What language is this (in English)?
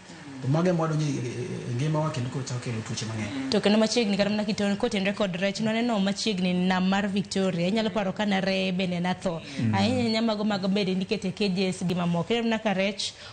Luo (Kenya and Tanzania)